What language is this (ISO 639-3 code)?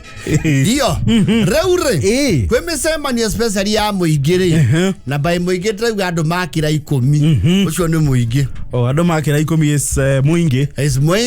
kik